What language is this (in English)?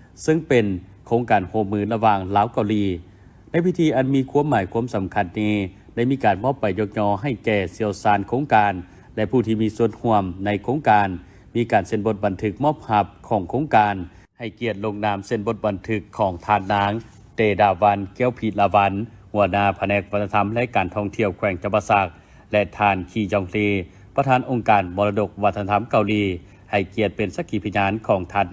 Lao